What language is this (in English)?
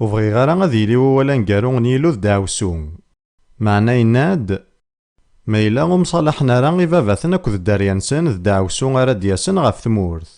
Kabyle